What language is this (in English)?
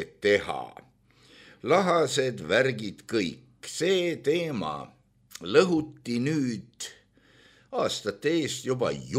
Estonian